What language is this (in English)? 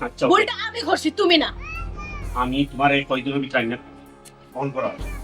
Sylheti